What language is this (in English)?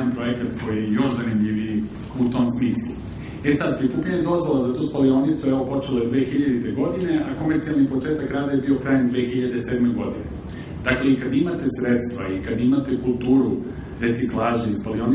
Serbian